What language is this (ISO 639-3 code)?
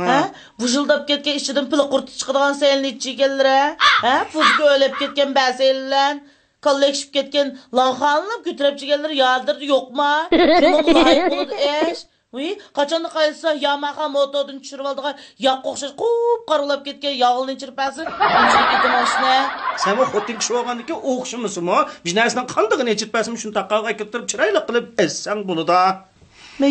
uig